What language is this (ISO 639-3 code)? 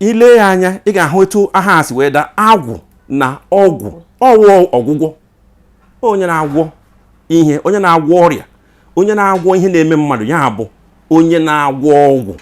ibo